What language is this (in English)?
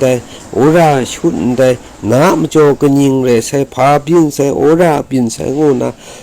Kachin